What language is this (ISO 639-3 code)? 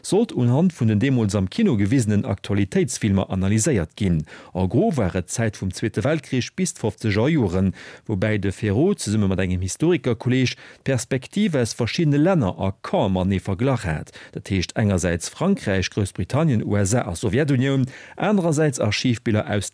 ltz